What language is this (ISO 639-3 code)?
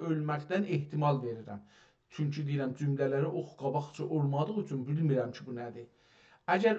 azb